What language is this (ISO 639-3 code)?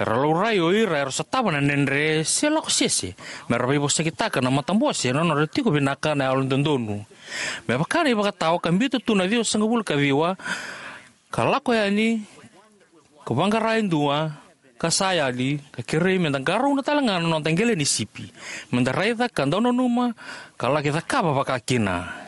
fij